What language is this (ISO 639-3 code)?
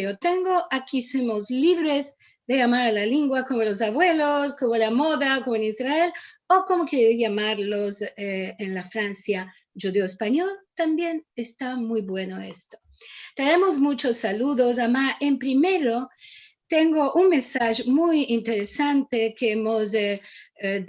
lad